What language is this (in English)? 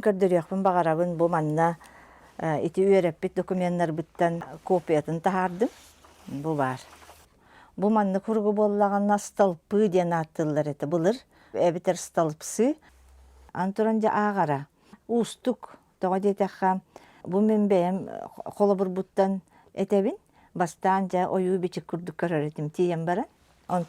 Yakut